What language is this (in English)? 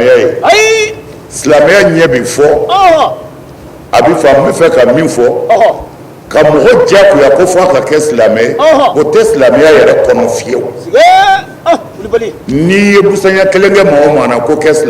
Bambara